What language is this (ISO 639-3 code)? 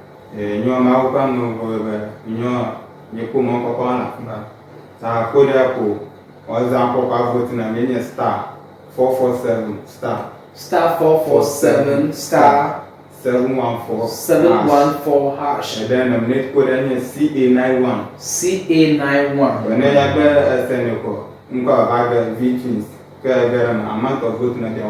ewe